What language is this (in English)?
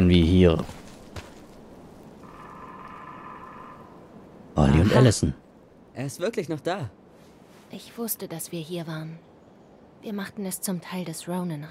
German